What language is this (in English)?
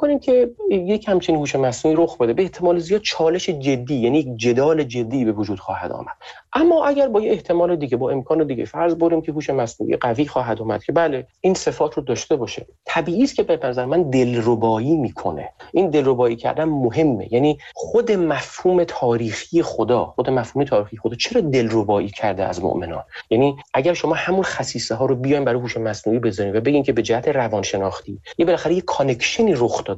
Persian